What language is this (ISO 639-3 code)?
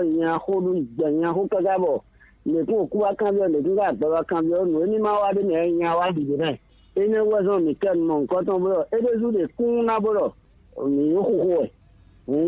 fon